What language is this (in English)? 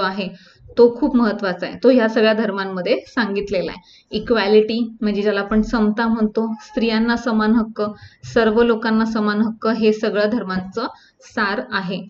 Marathi